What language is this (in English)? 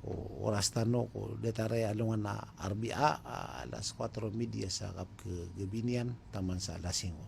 Maranao